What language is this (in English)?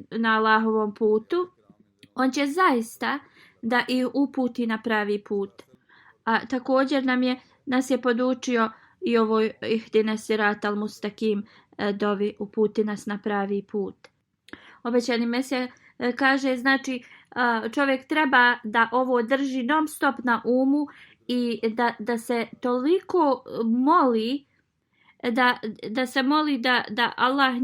Bosnian